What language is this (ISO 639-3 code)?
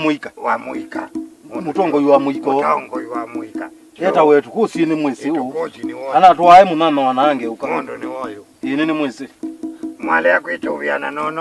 kam